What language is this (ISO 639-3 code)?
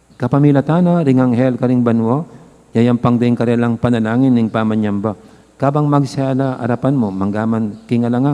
pam